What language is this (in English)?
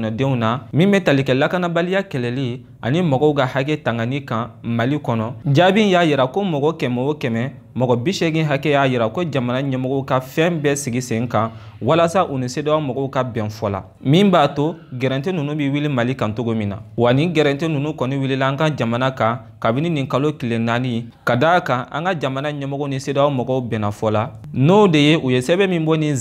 Bambara